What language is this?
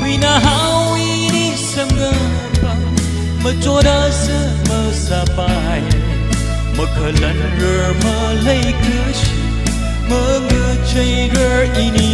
Tangkhul Naga (India)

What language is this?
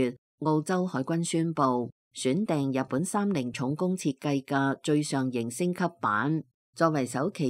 Cantonese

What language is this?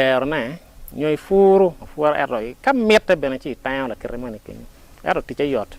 Acoli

